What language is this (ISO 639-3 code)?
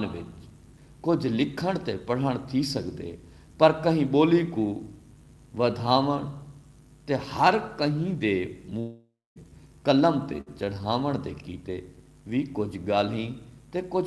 skr